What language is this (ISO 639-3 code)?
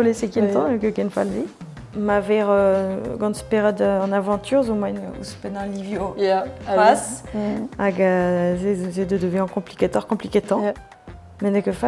bre